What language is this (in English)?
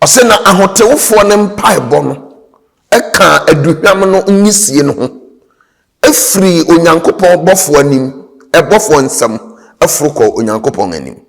Akan